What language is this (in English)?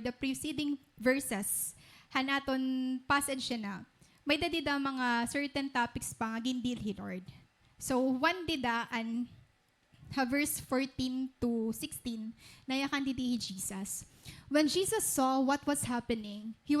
Waray